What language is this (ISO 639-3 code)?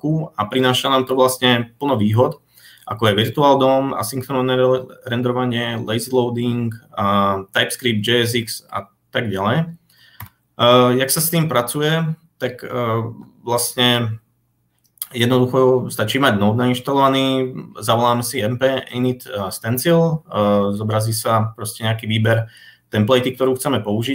slk